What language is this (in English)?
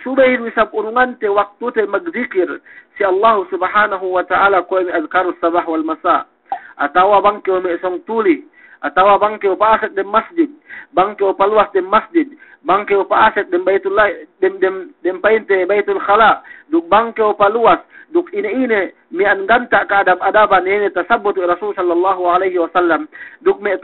Yakan